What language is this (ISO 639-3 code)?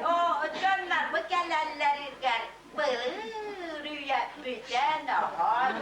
sah